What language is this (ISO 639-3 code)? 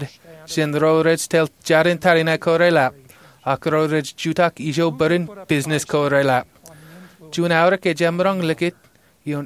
mah